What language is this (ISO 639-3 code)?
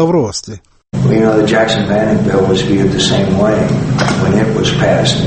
ava